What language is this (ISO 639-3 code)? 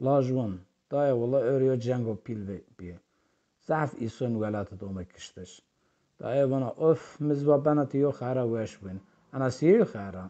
zza